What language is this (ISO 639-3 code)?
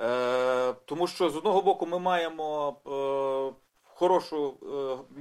ukr